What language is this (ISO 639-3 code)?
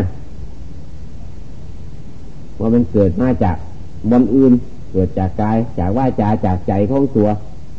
tha